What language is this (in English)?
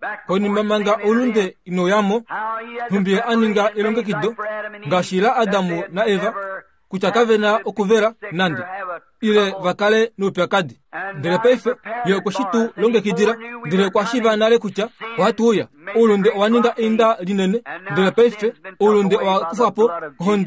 Kuanyama